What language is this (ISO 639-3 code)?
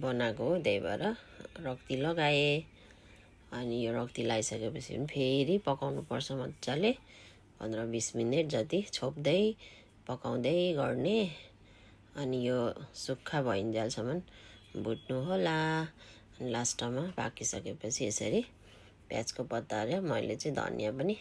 nep